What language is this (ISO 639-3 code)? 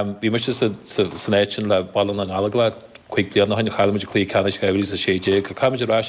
gle